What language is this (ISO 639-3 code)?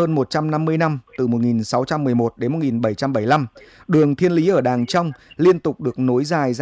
vie